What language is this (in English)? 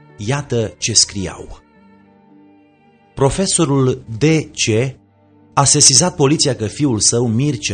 Romanian